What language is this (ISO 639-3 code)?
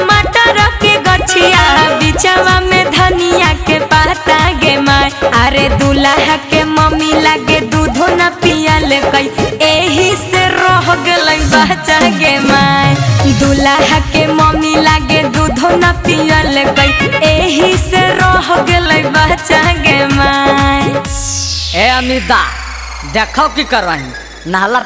mag